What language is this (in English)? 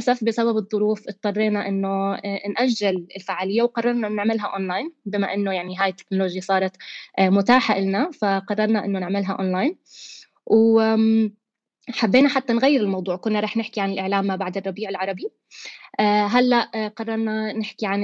North Levantine Arabic